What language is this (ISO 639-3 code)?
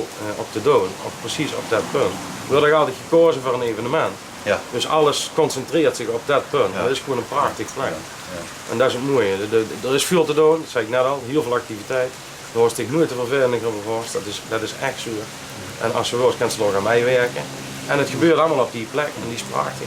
lim